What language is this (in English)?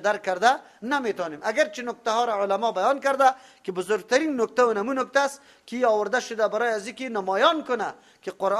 Persian